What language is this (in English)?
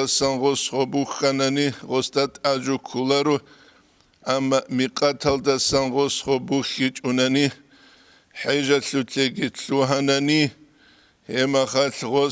Avaric